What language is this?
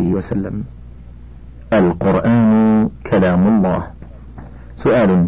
Arabic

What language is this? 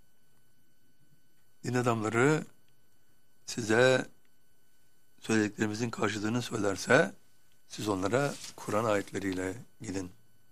Turkish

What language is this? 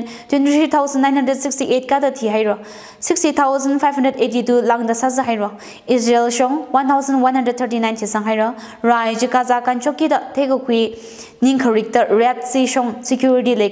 Tangkhul Naga (India)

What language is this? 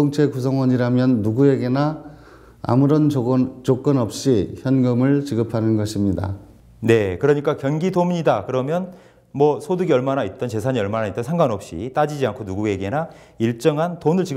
Korean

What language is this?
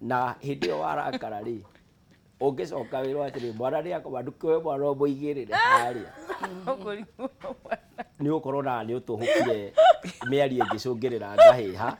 Kikuyu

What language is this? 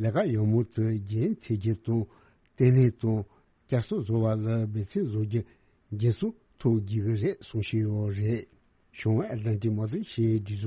Tibetan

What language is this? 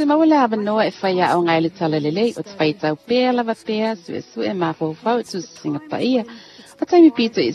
Samoan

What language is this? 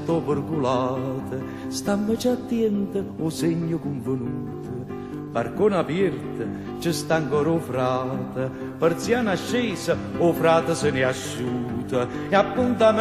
Neapolitan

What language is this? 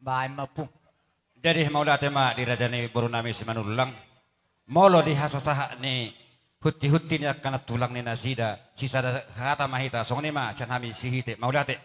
Batak Toba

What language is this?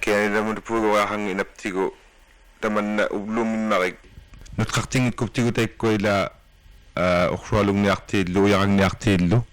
Inuktitut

